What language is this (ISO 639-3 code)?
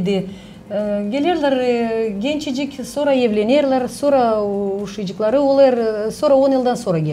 gag